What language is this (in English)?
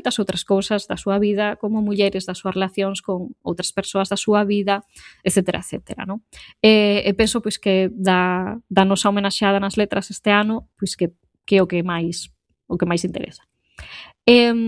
Galician